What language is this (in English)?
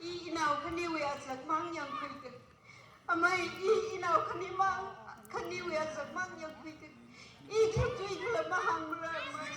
Tangkhul Naga (India)